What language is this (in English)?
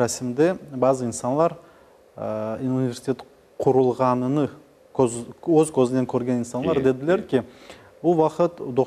Crimean Tatar